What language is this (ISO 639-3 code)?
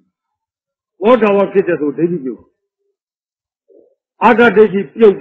mya